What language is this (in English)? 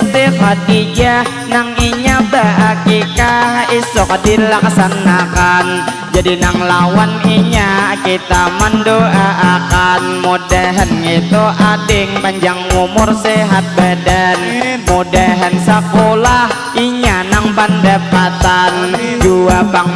Banjar